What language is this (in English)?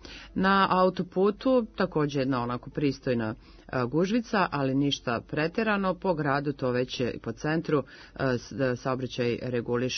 Serbian